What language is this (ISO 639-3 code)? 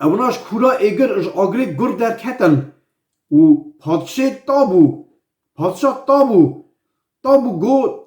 kur